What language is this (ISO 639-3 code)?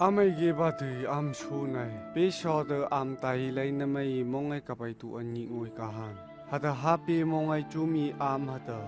nph